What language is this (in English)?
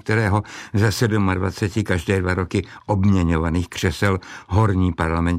Czech